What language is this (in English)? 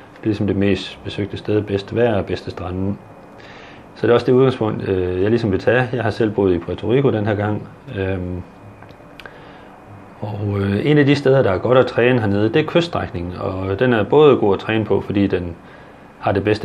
Danish